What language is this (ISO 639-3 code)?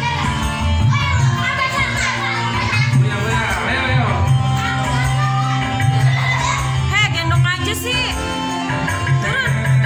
ind